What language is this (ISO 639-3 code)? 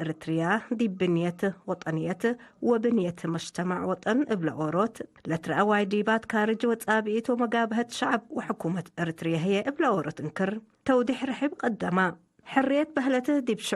tig